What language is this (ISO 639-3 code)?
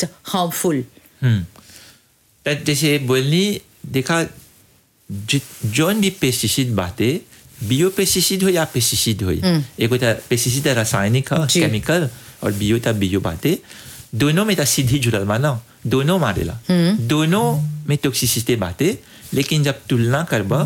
bho